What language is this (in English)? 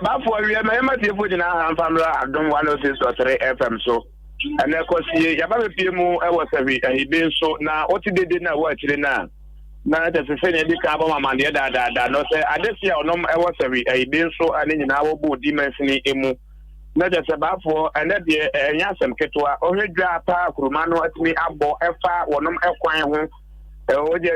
Akan